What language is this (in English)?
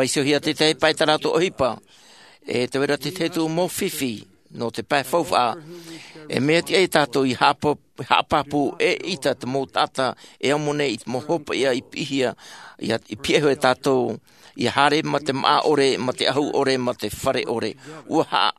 Tahitian